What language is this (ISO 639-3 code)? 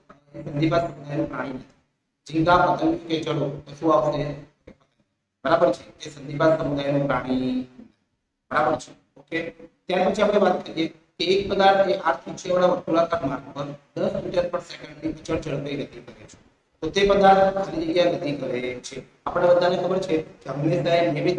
guj